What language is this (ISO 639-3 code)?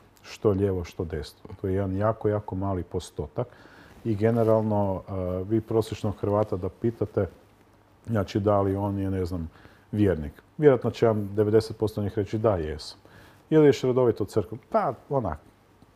hrv